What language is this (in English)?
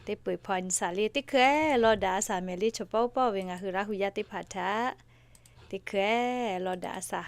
Lahu